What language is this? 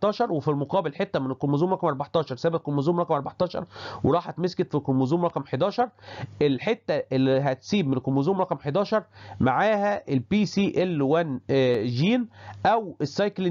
Egyptian Arabic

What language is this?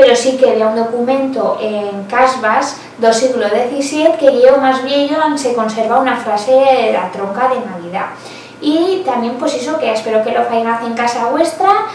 Aragonese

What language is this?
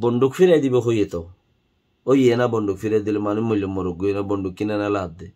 Rohingya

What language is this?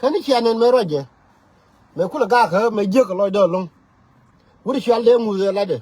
Nuer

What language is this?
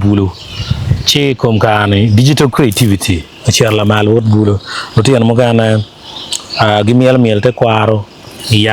Acoli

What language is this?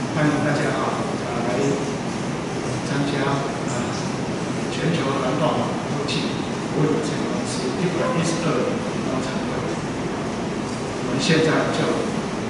Chinese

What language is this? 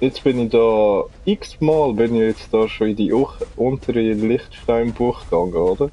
Swiss German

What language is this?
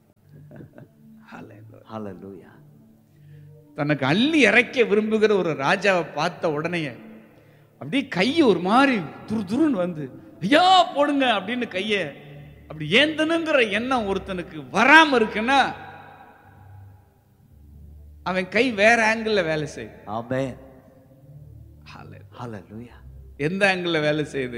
Tamil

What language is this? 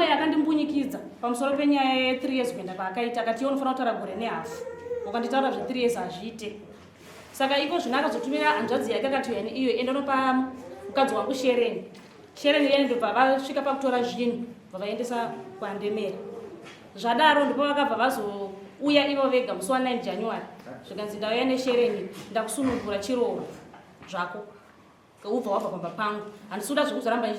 Shona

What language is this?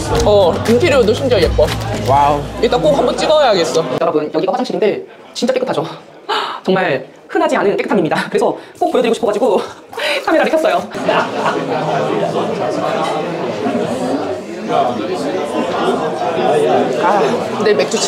Korean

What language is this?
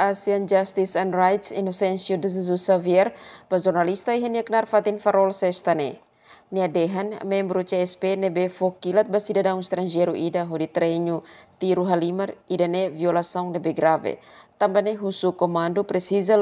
Tetum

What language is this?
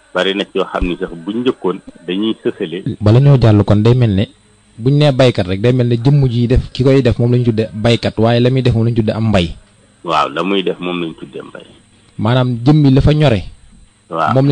Wolof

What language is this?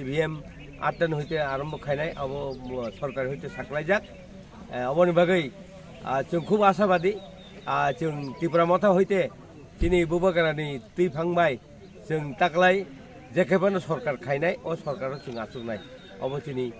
Kok Borok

